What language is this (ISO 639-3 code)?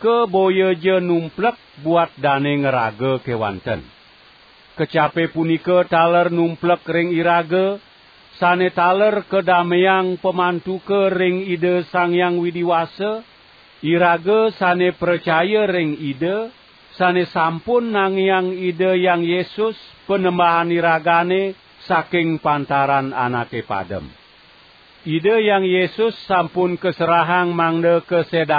ban